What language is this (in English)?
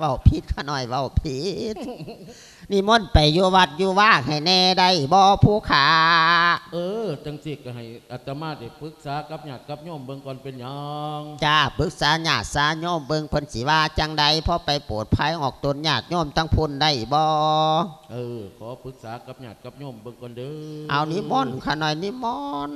Lao